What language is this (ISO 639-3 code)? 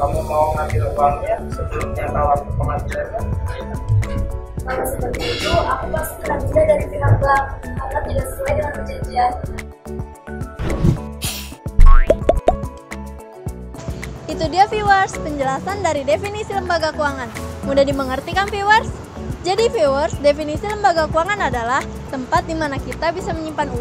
ind